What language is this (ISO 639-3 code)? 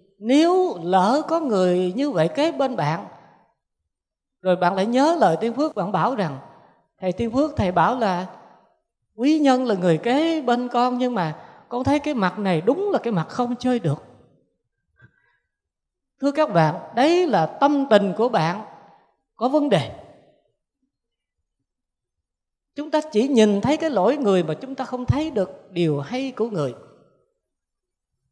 vie